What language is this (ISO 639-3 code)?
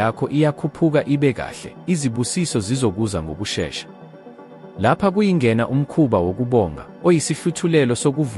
zul